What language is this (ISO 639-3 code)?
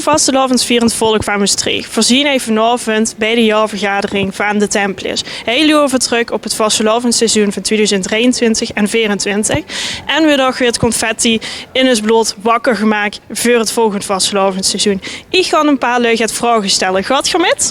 lim